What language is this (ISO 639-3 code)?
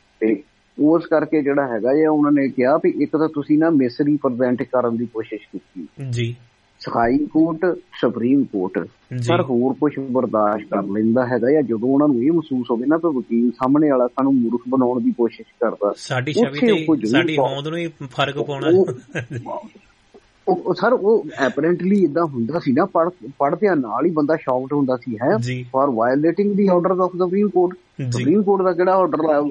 pan